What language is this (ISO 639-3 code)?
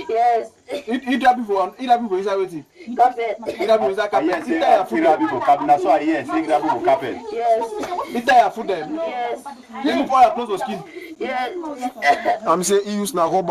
wes